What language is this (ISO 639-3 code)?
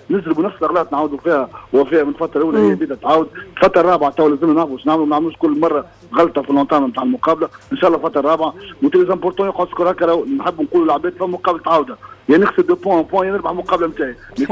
aeb